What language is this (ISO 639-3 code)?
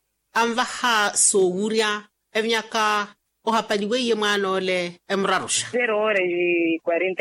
vmw